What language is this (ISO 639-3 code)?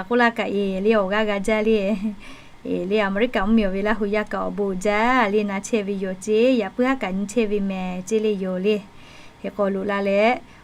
lhu